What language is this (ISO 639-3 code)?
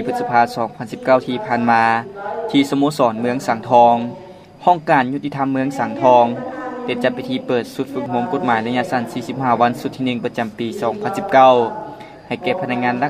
lao